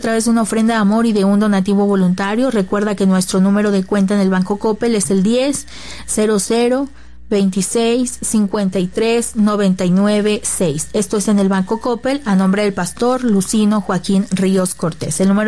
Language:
Spanish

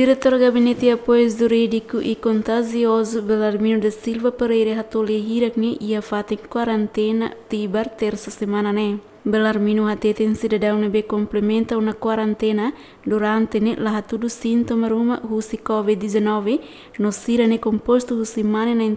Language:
Tetum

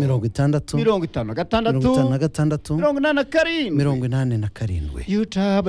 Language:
Kinyarwanda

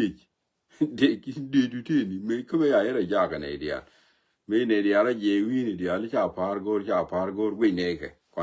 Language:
Nuer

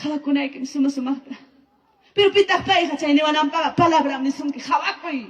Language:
Ayacucho Quechua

